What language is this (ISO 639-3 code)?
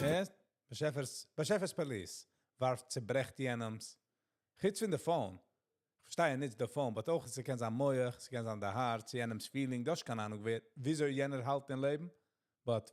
yid